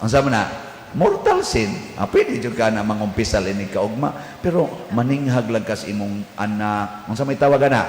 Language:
Cebuano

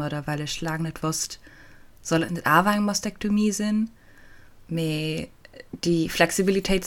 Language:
Luxembourgish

